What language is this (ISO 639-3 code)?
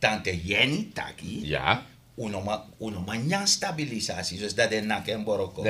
srn